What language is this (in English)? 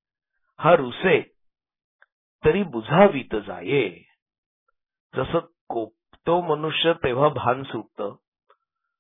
Marathi